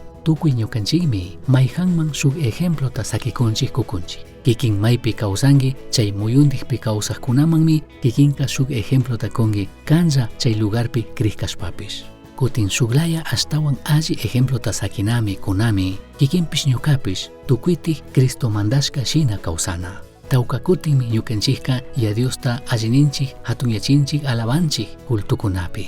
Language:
Chimborazo Highland Quichua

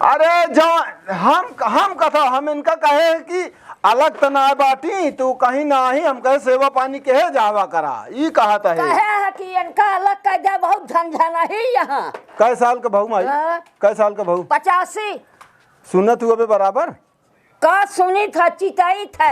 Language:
Awadhi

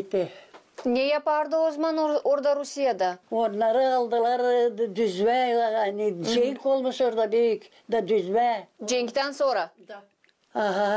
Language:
Gagauz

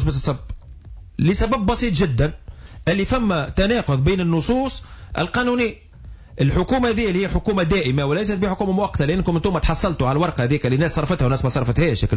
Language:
Tunisian Arabic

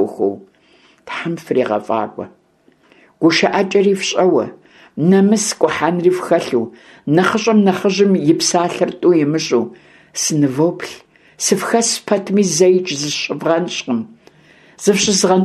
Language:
Kabardian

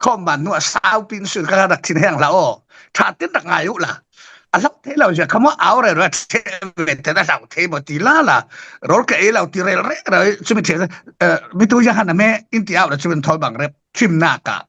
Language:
Falam Chin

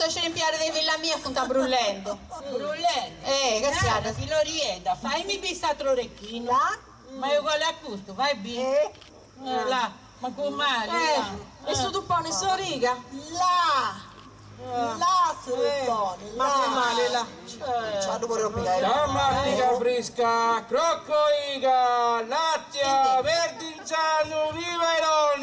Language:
Sardinian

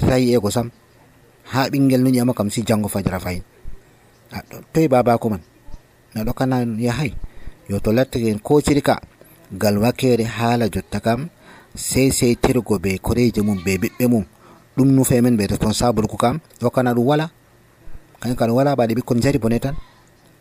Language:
Nigerian Fulfulde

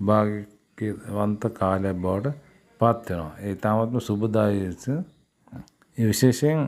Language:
Sinhala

